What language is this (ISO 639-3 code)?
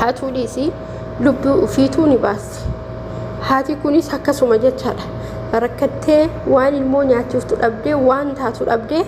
orm